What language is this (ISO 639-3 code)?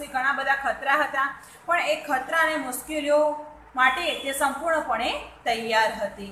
guj